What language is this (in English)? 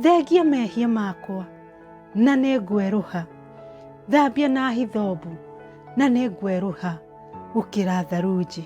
Kikuyu